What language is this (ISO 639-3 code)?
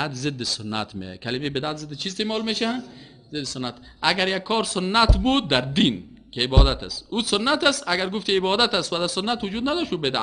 fas